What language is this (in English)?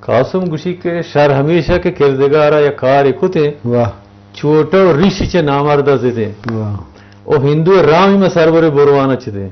Eastern Balochi